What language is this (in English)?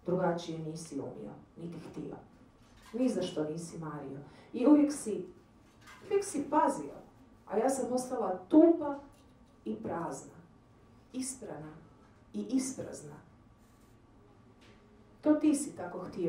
Croatian